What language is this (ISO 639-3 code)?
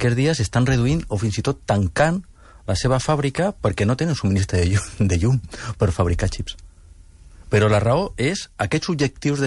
cat